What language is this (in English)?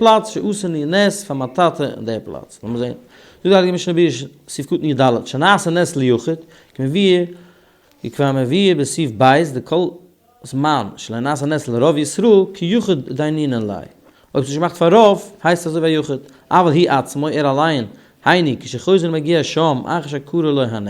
Yiddish